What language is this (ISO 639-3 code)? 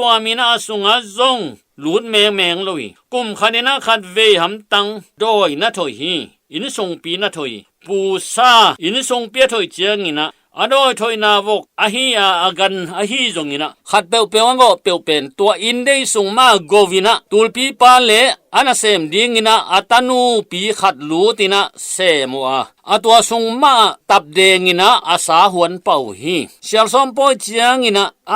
ctd